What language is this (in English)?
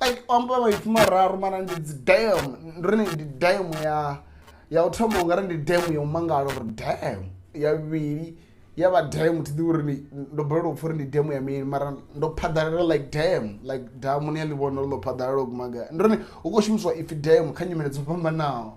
Venda